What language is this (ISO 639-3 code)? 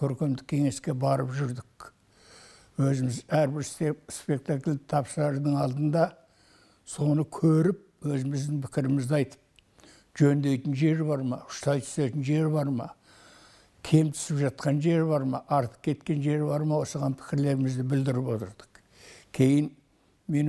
kaz